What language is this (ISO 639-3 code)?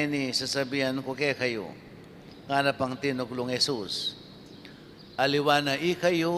pam